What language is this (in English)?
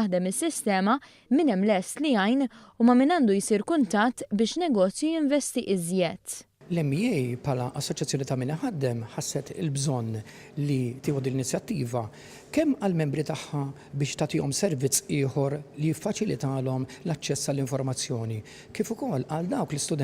Maltese